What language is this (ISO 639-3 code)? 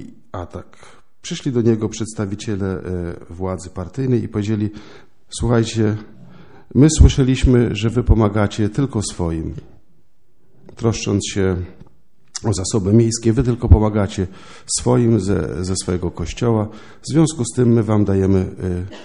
pol